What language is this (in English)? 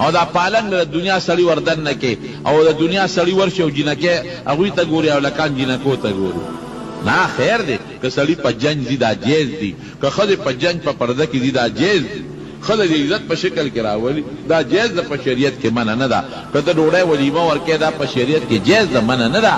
Pashto